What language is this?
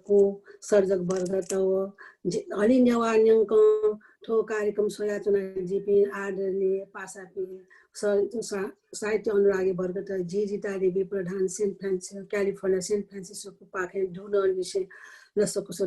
Newari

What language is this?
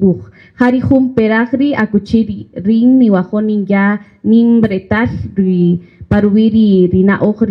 Kaqchikel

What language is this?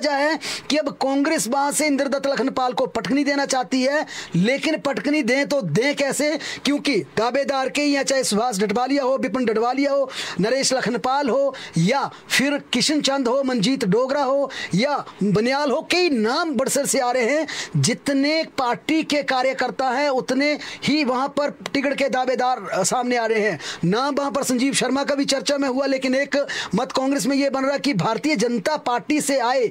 Hindi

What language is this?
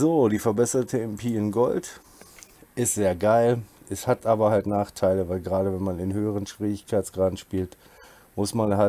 German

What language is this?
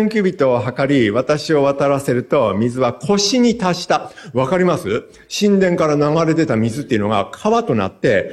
Japanese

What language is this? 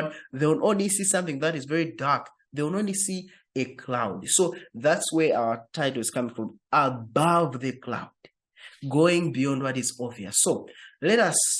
English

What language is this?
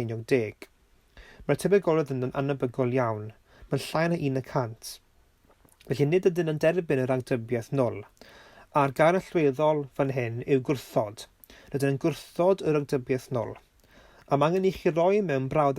Welsh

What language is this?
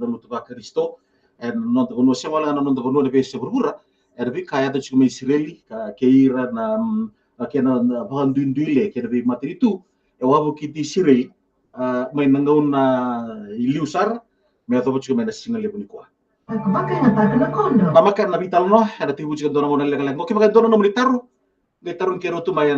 Fijian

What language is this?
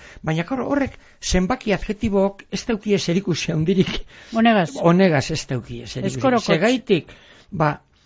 Basque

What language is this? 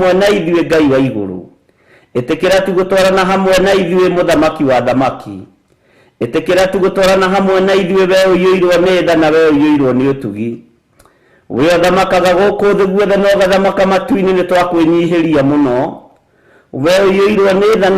Kikuyu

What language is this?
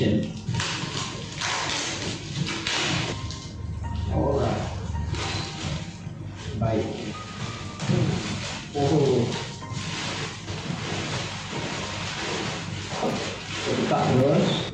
Malay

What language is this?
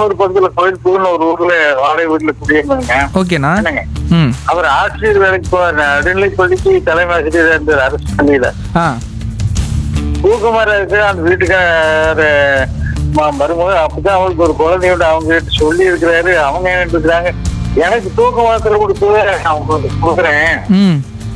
Tamil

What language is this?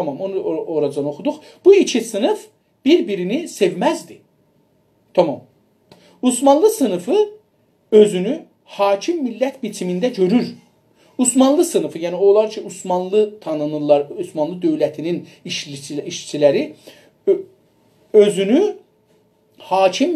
South Azerbaijani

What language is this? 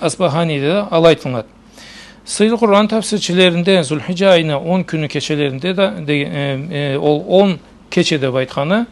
Karachay-Balkar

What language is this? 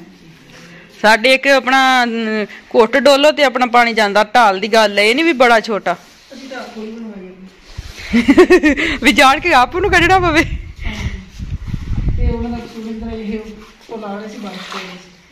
Punjabi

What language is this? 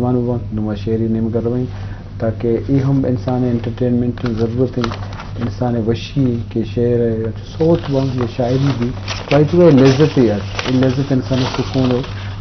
Eastern Balochi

